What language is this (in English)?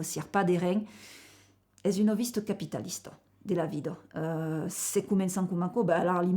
Occitan